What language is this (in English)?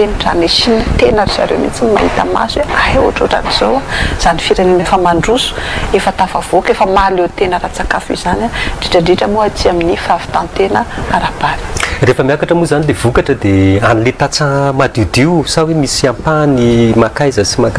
Malagasy